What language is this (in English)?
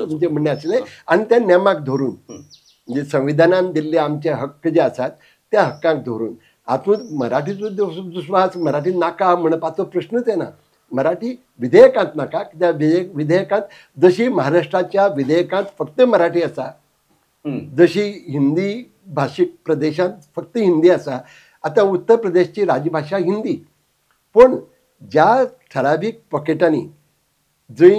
Konkani